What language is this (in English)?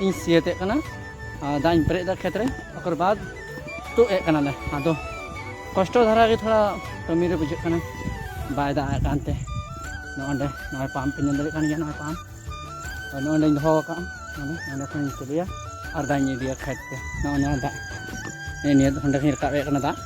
Santali